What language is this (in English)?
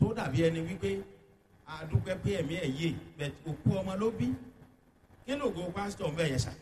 Yoruba